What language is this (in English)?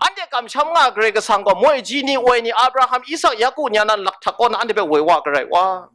Kachin